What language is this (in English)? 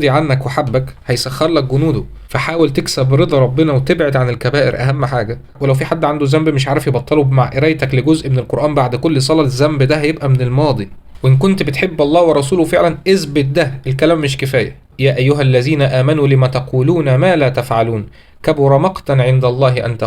Egyptian Arabic